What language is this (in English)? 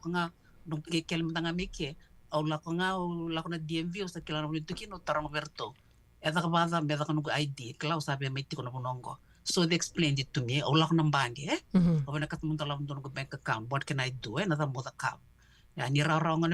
Fijian